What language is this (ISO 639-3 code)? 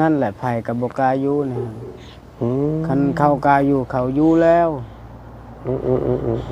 lao